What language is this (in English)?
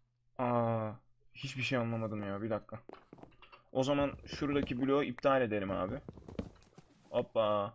Turkish